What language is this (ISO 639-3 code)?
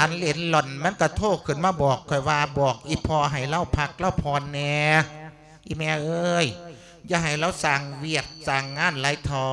lao